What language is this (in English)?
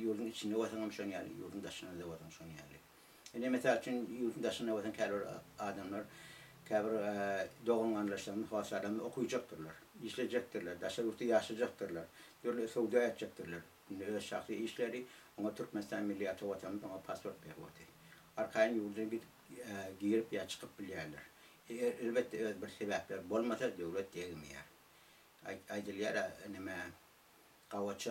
Turkmen